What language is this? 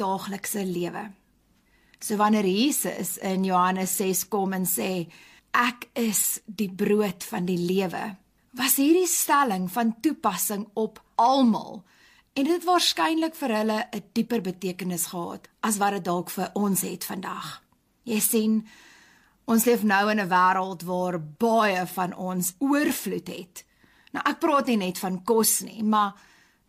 Afrikaans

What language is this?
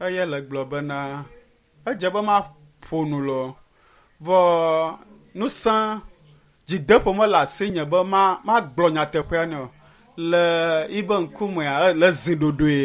Ewe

